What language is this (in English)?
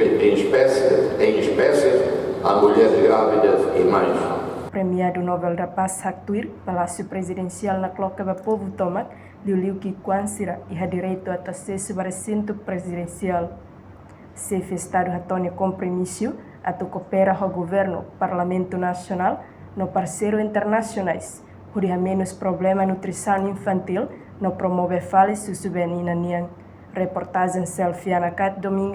Tetum